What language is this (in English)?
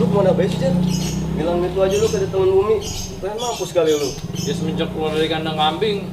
Betawi